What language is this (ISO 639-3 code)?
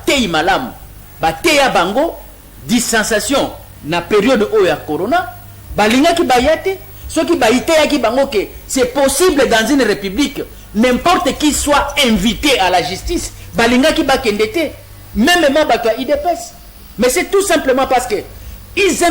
lin